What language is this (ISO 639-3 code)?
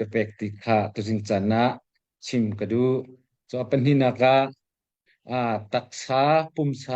cnh